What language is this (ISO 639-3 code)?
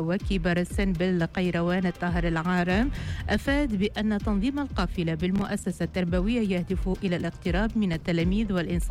ara